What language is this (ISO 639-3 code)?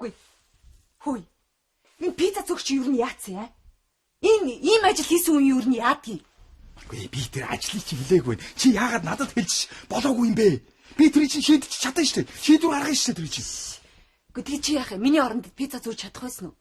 mon